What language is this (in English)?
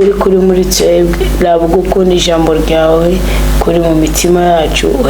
Rundi